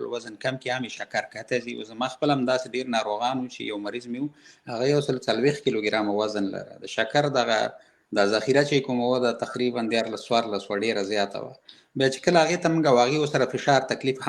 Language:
Pashto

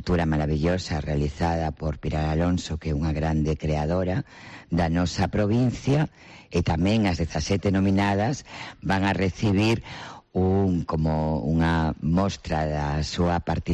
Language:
Galician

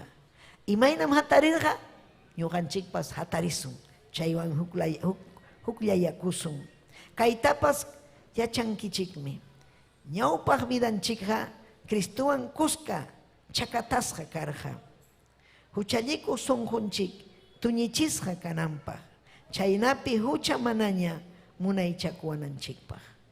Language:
Ayacucho Quechua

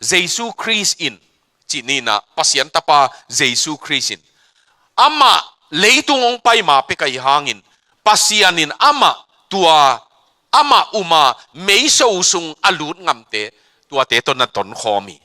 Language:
Tedim Chin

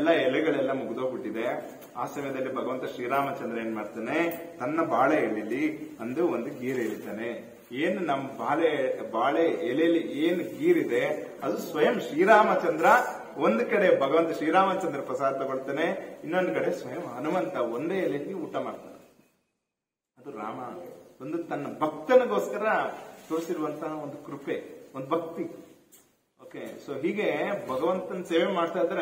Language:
Kannada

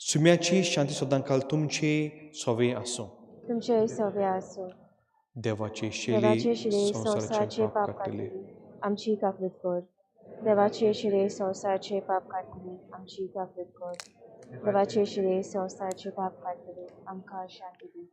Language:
Konkani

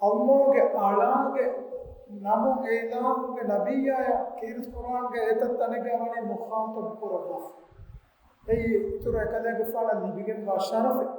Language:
Divehi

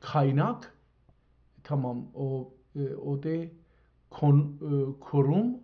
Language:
South Azerbaijani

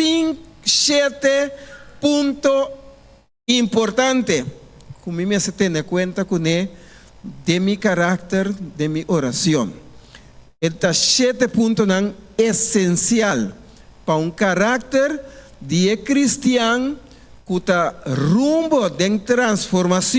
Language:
Papiamento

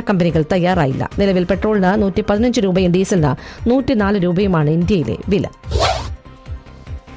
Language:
Malayalam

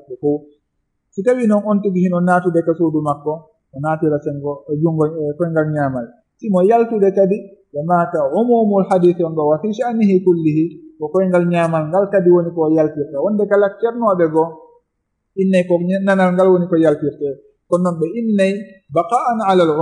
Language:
Fula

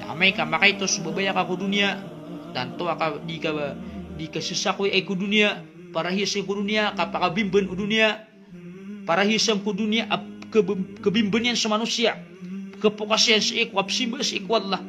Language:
Maranao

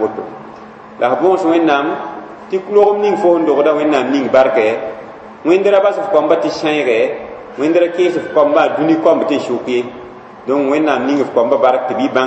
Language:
Mossi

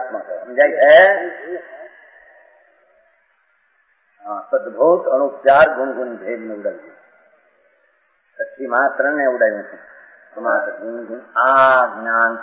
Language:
Gujarati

